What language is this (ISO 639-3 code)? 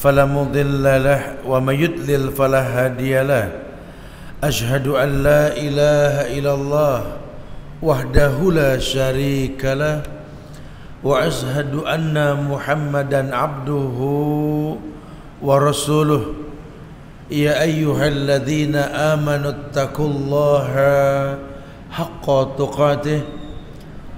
ind